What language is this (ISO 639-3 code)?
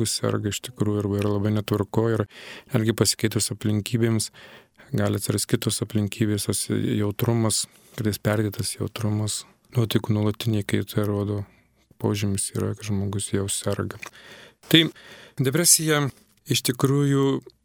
lit